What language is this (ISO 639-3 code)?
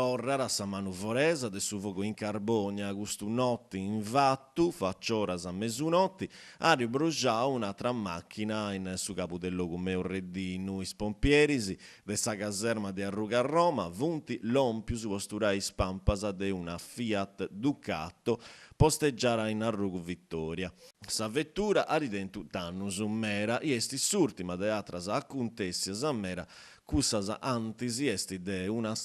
srd